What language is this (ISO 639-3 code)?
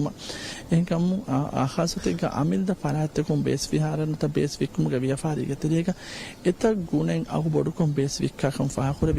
div